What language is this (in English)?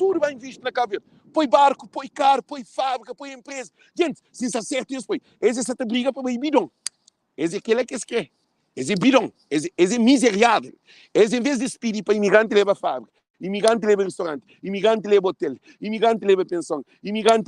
Kabuverdianu